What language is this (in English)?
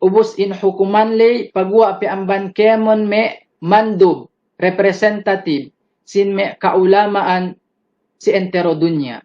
Yakan